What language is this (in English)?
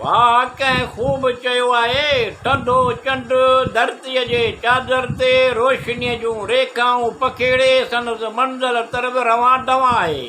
Sindhi